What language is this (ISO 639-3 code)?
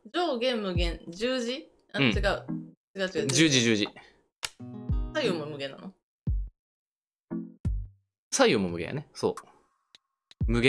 jpn